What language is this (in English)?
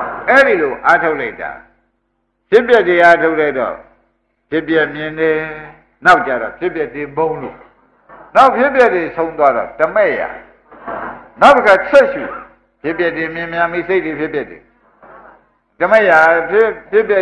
Burmese